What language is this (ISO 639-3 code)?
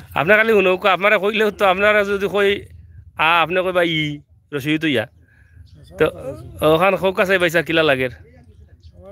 syl